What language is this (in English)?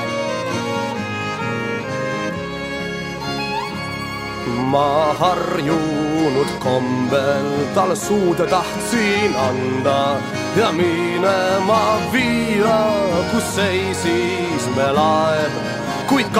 Estonian